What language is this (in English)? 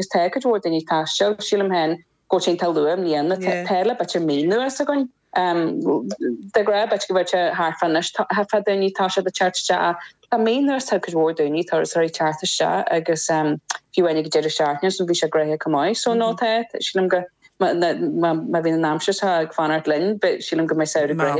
Irish